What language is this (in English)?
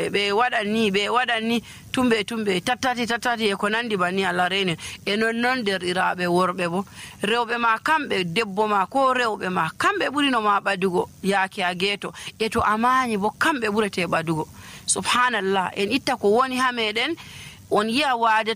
Nigerian Fulfulde